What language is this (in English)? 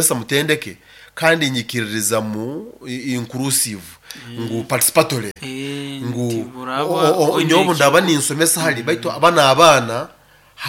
Nyoro